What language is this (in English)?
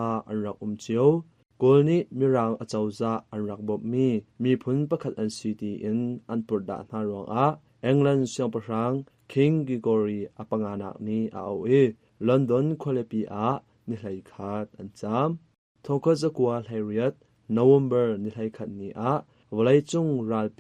Hakha Chin